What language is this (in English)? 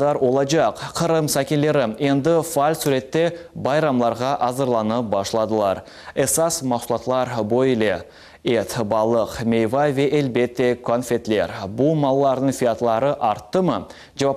Crimean Tatar